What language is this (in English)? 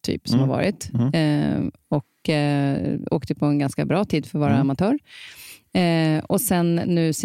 Swedish